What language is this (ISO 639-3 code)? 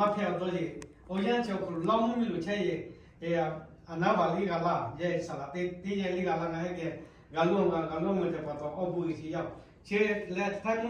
lhu